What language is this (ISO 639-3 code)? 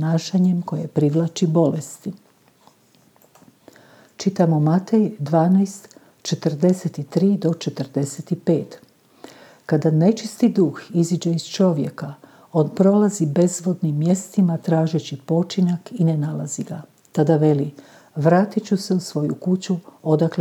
hrv